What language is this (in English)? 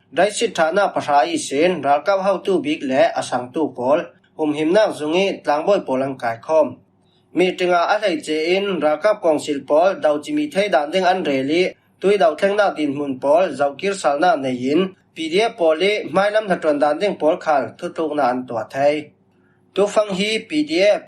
Falam Chin